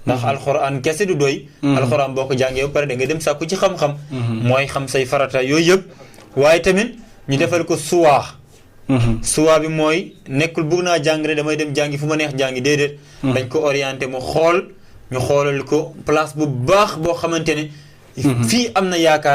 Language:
Wolof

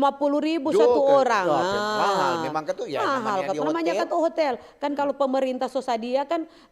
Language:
Manado Malay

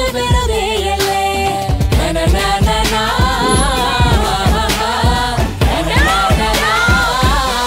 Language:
Malayalam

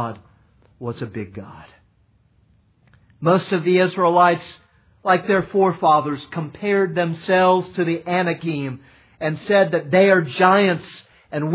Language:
English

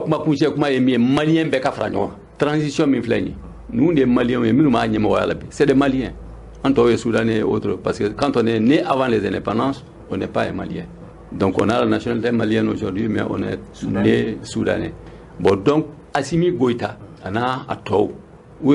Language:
Bambara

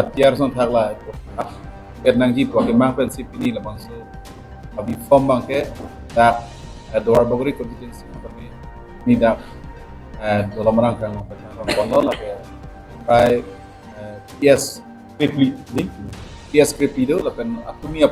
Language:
Karbi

